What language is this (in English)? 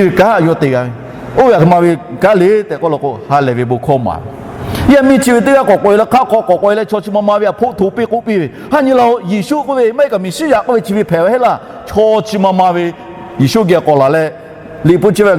Lahu